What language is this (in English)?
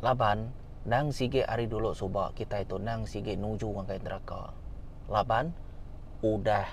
Iban